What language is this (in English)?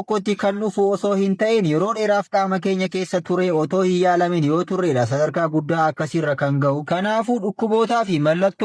Oromo